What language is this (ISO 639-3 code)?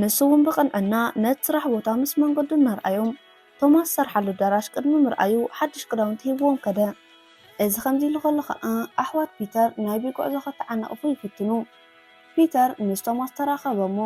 tir